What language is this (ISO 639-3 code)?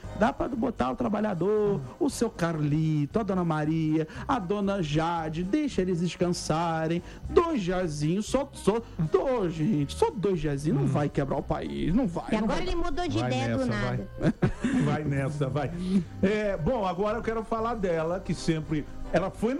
por